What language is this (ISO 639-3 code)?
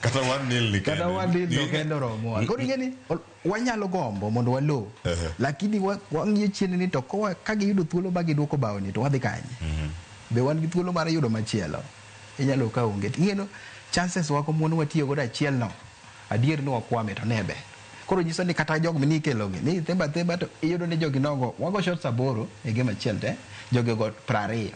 luo